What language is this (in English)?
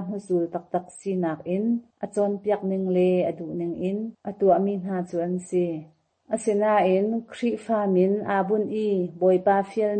Hakha Chin